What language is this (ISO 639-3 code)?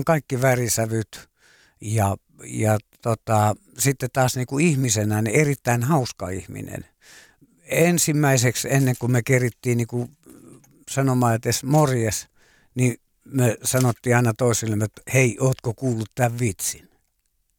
fin